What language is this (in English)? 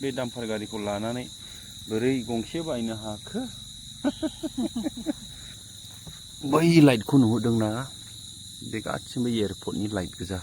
Bodo